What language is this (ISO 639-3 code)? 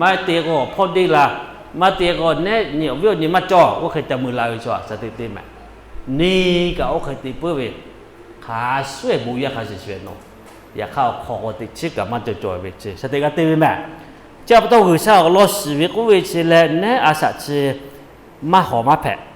lhu